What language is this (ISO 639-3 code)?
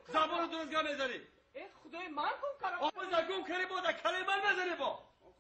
tgk